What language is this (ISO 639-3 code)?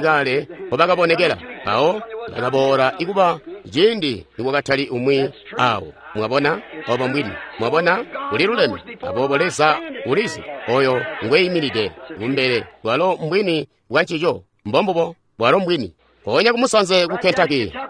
toi